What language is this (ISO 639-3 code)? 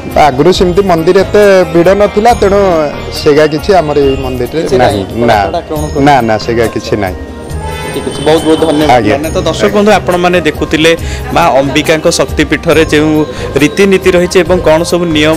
ori